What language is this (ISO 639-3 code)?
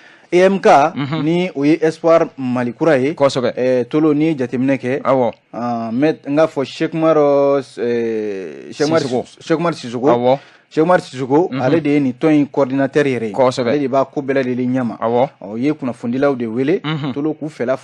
bam